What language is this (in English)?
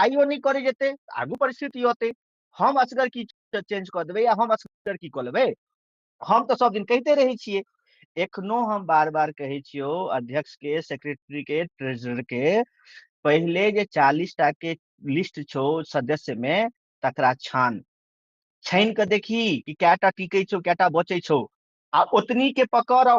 Maithili